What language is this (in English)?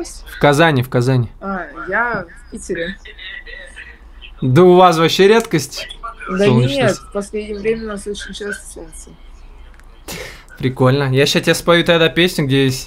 Russian